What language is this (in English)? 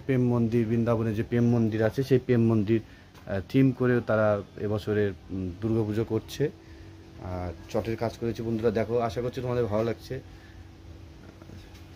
Bangla